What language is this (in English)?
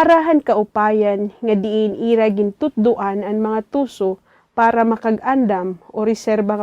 Waray